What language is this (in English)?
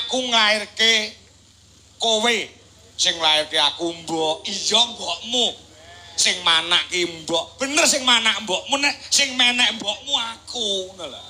Javanese